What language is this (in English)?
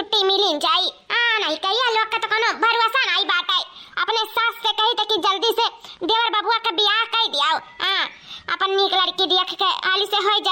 Awadhi